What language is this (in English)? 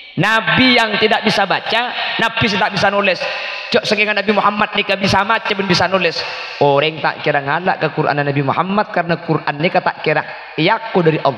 Madurese